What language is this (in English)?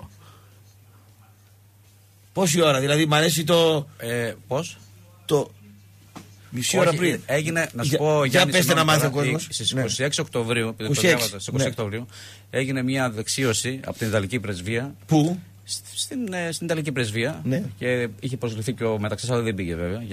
Greek